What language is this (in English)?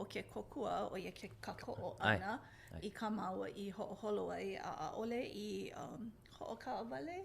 Hawaiian